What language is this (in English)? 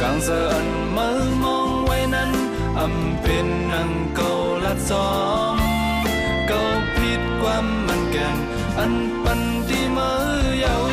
Shan